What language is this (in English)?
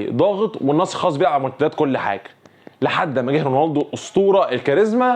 Egyptian Arabic